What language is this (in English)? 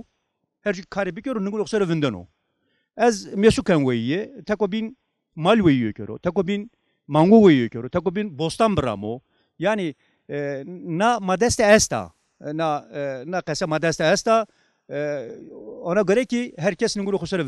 Zaza